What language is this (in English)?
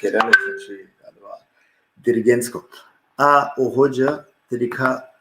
Balkan Romani